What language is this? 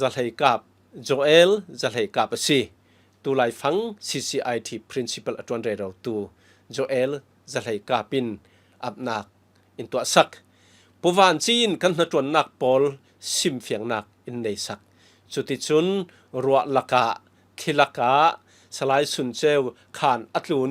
Falam Chin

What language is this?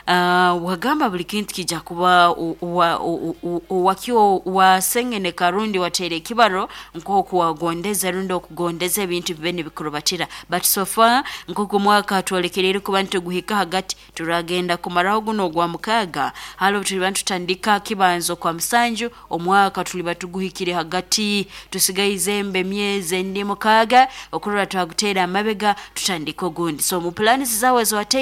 Nyoro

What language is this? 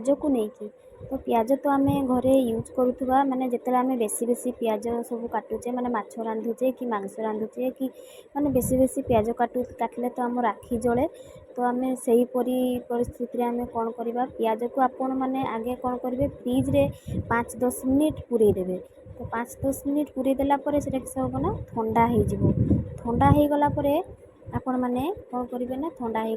Odia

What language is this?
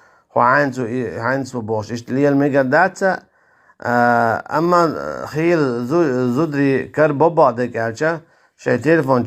Chechen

